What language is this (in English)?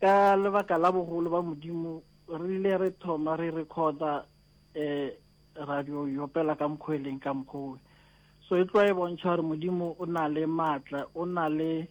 Northern Sotho